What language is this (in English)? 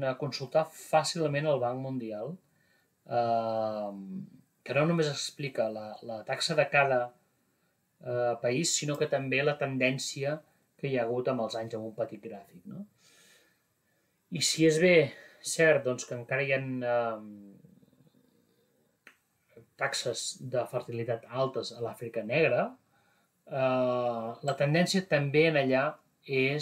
Catalan